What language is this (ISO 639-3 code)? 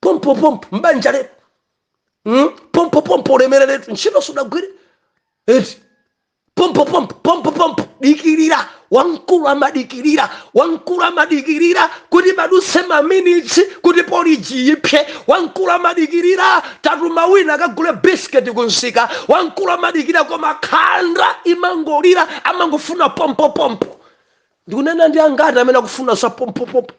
nya